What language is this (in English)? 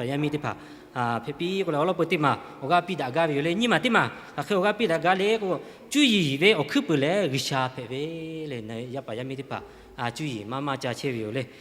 Lahu